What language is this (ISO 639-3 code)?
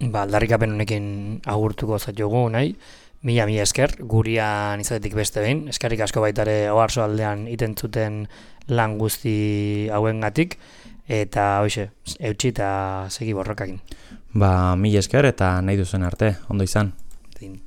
eus